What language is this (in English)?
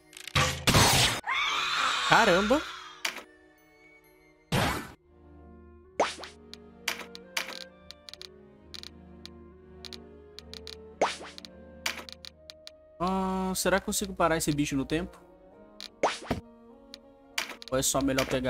Portuguese